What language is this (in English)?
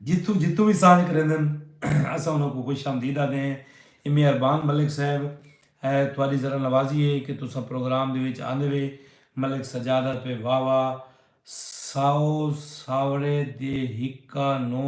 Saraiki